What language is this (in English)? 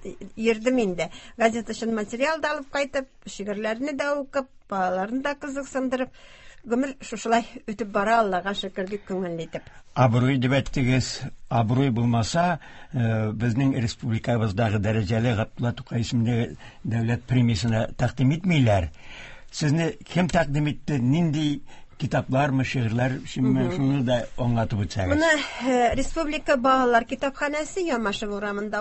Tatar